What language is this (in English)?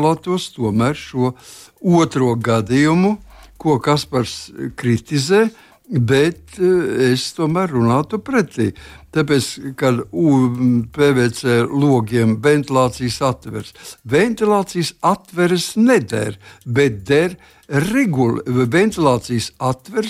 Latvian